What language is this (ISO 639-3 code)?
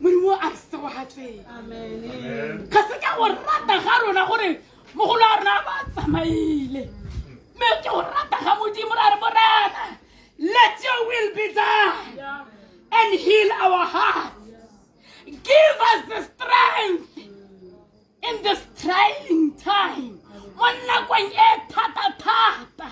tsn